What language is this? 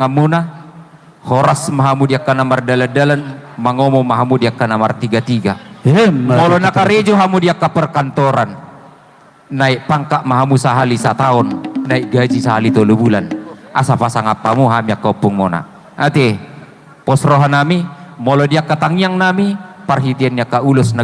Batak Toba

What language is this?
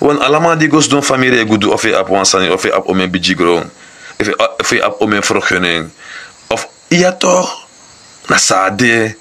Sranan Tongo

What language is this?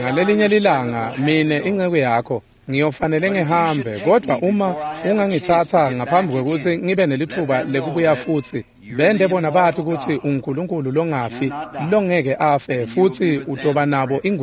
Swati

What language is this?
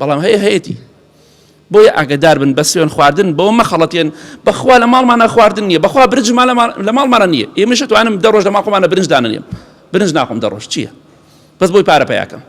Central Kurdish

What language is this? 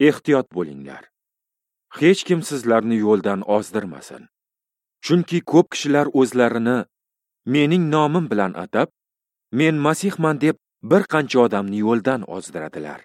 Uzbek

